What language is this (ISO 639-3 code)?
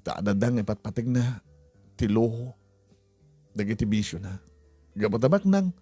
ilo